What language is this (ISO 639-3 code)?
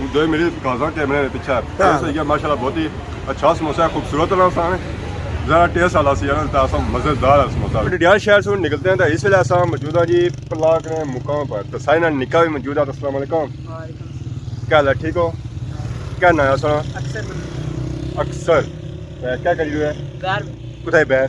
phr